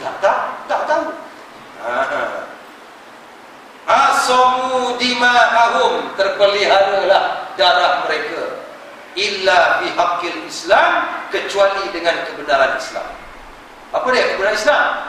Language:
Malay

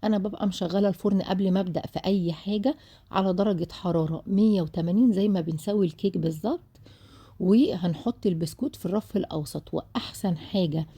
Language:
Egyptian Arabic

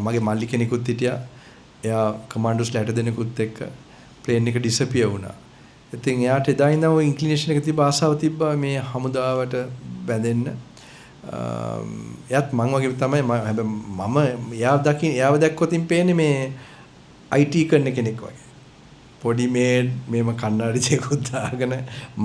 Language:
Sinhala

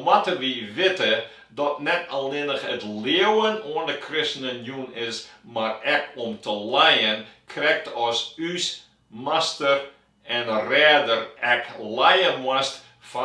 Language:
Western Frisian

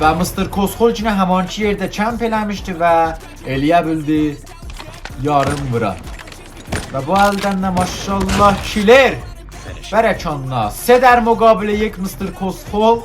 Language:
South Azerbaijani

